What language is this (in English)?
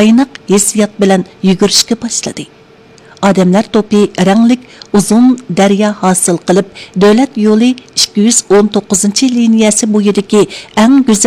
Uyghur